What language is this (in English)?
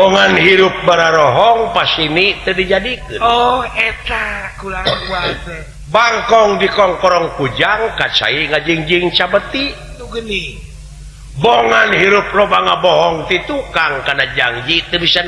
Sundanese